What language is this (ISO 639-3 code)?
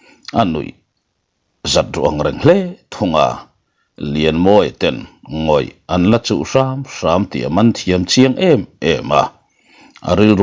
lus